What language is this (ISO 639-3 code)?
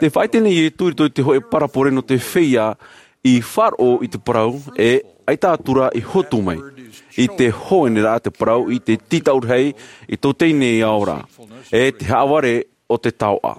tah